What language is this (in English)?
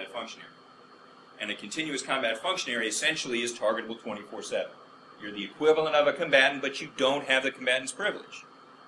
English